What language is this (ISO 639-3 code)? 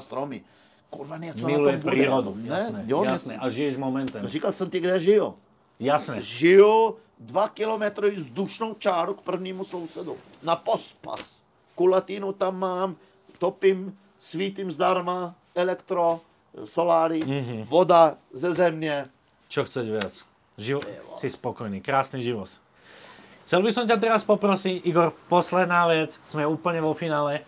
ces